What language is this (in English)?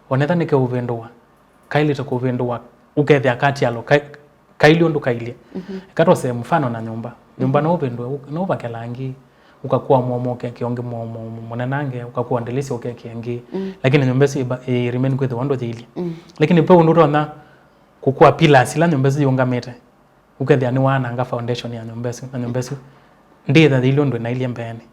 Kamba